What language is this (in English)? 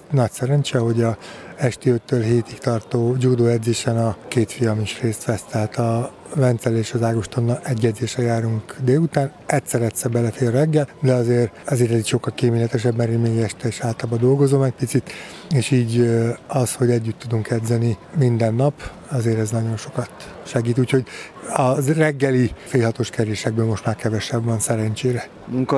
Hungarian